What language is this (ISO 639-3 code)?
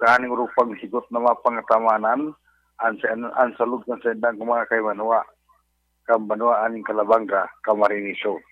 bik